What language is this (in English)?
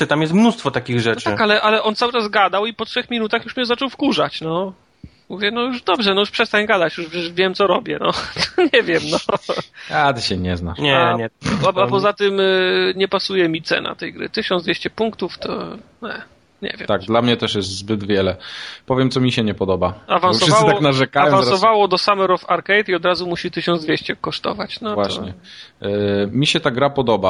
Polish